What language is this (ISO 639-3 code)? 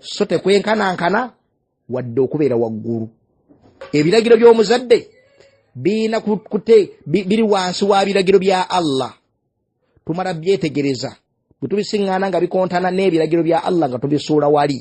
lug